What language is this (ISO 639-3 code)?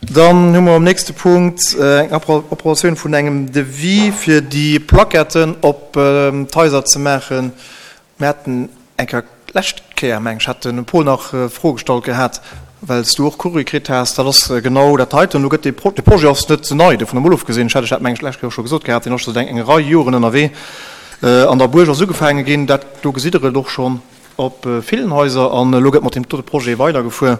ltz